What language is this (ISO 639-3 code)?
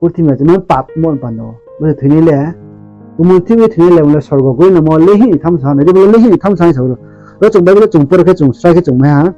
ria